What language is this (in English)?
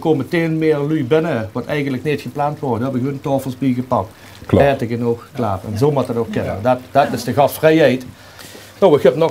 Limburgish